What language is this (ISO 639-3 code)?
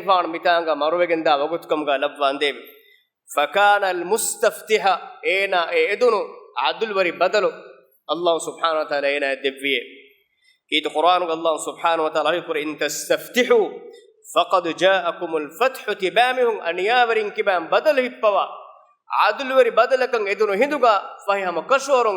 div